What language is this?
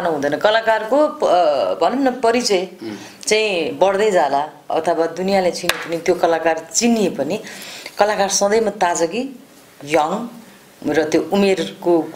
Nepali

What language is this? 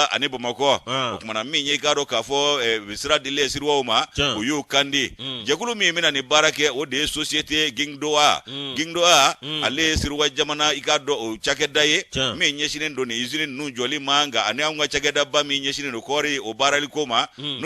Bambara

